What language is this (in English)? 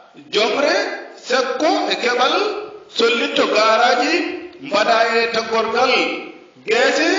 Fula